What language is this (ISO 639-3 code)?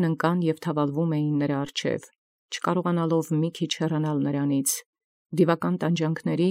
hye